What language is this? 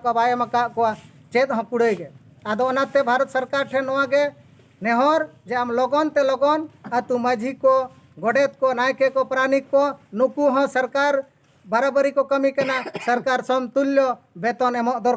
Santali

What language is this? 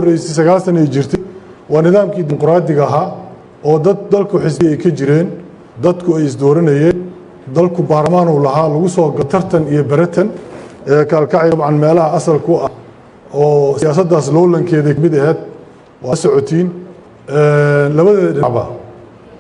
Somali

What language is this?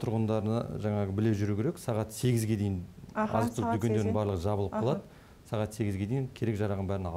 Kazakh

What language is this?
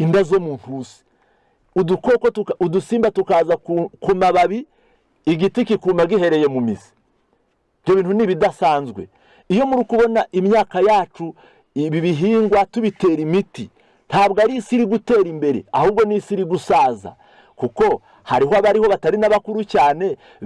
Kinyarwanda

